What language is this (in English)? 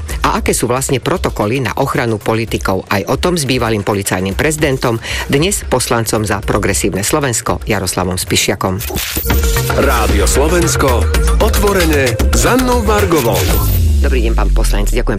Slovak